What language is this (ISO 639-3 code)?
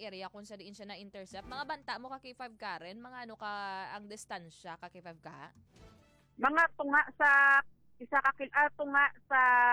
hil